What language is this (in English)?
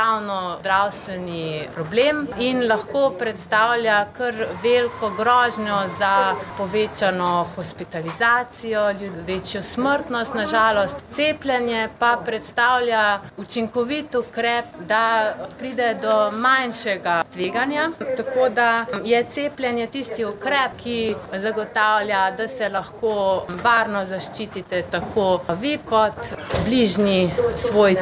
Slovenian